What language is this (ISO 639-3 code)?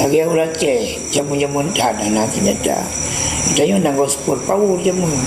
ace